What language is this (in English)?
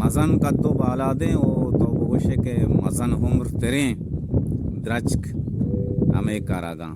Baluchi